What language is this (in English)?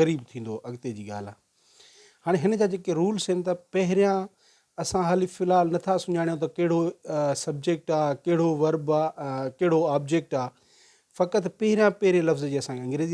Sindhi